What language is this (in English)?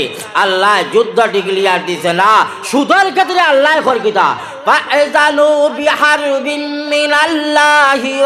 Sylheti